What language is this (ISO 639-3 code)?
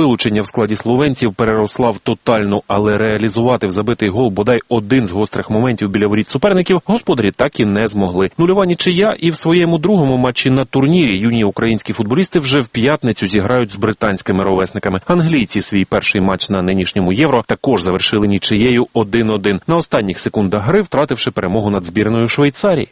ukr